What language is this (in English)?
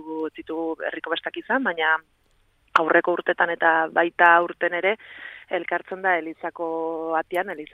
Basque